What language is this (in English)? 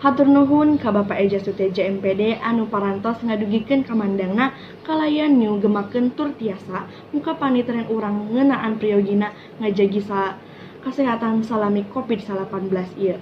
Sundanese